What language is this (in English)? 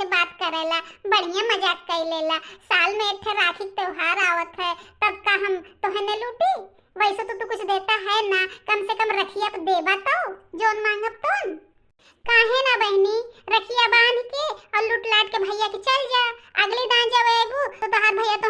Bhojpuri